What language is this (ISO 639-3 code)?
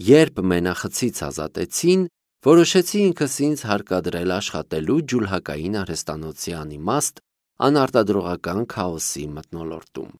hye